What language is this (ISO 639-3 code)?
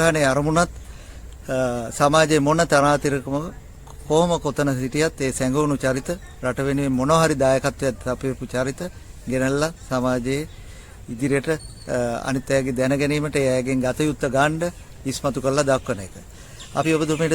sin